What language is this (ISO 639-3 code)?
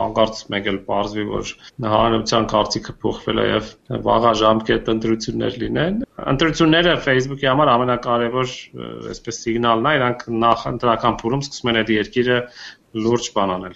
hye